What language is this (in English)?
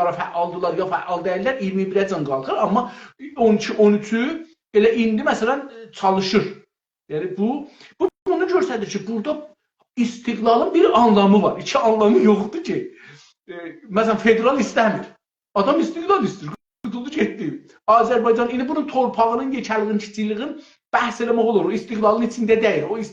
South Azerbaijani